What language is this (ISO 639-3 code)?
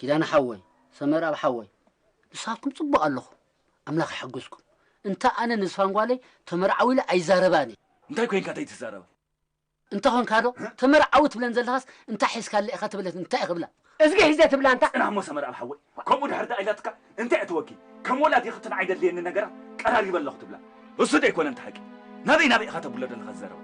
tir